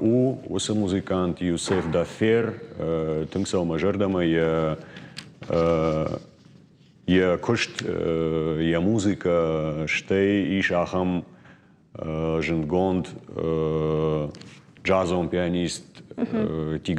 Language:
Ossetic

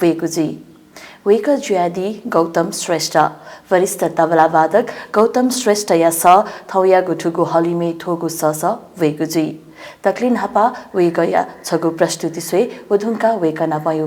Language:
Newari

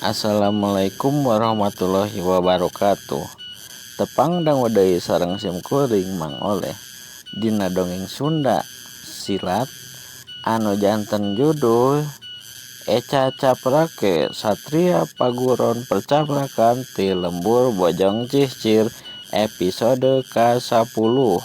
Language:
Sundanese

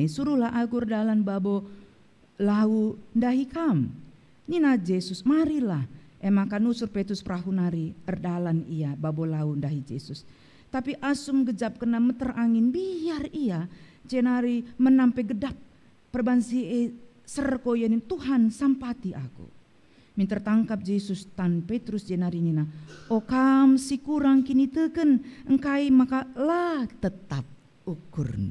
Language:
Batak Karo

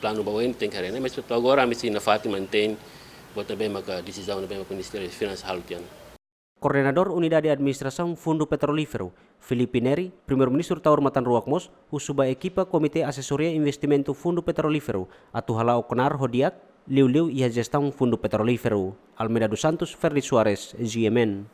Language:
Tetum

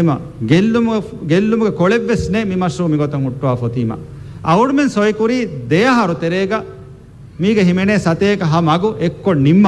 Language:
Divehi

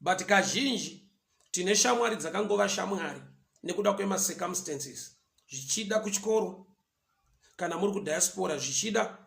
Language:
Shona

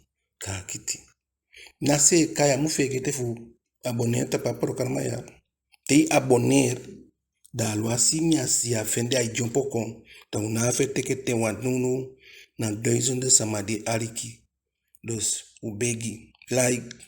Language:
Eastern Maroon Creole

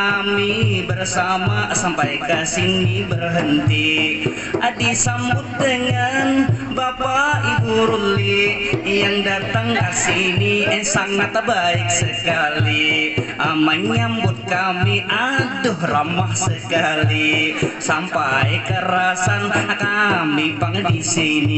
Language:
Banjar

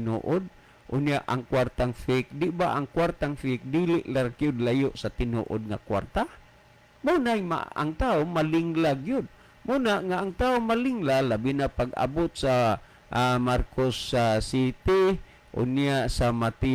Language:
Cebuano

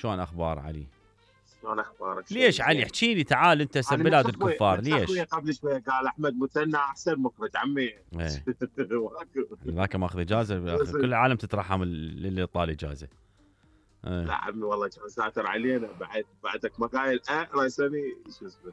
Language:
Mesopotamian Arabic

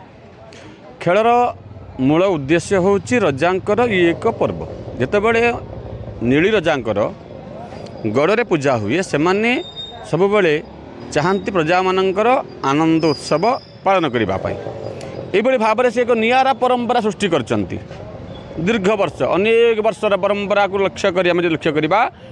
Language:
Odia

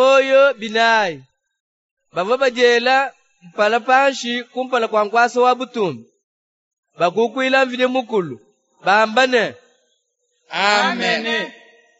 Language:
Luba-Lulua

